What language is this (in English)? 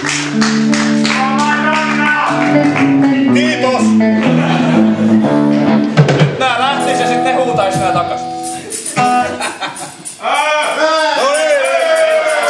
Finnish